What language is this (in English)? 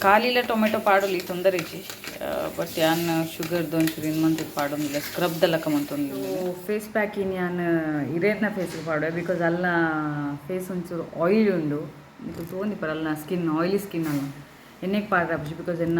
Tulu